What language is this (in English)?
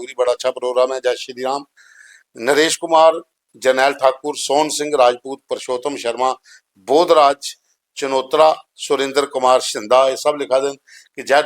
Dogri